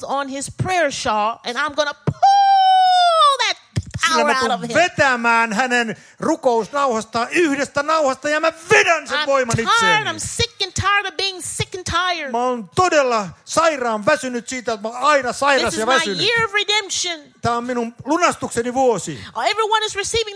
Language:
Finnish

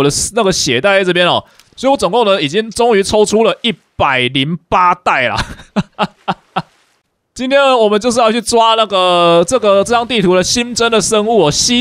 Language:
Chinese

